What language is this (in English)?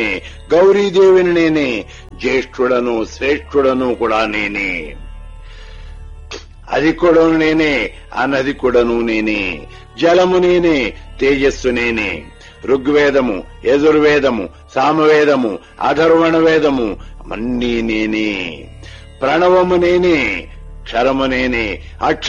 Telugu